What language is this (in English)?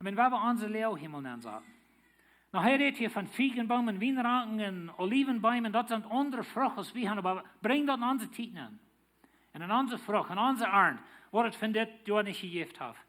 Plautdietsch